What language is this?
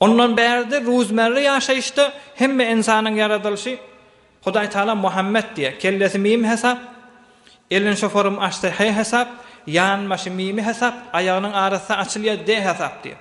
Turkmen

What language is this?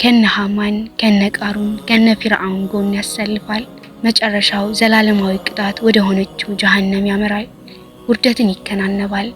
Amharic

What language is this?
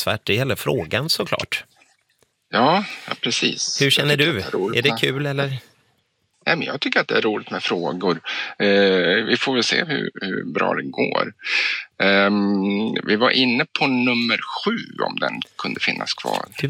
Swedish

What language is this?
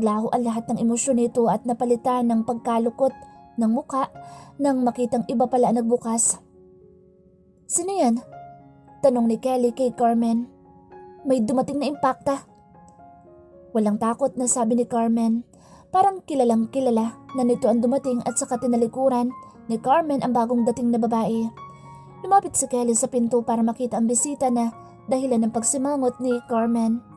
Filipino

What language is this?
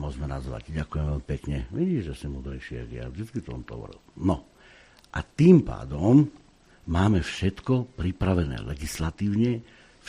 Slovak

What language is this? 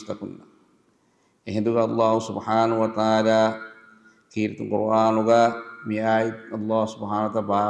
Divehi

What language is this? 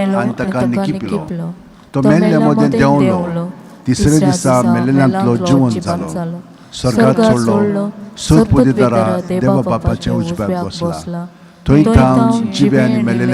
Konkani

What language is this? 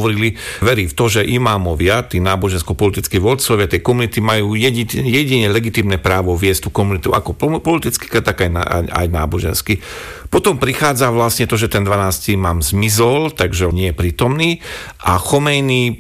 Slovak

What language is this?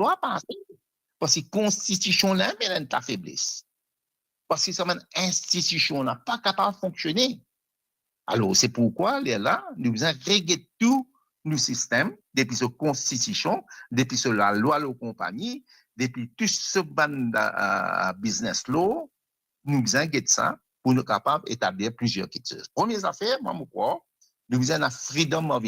Morisyen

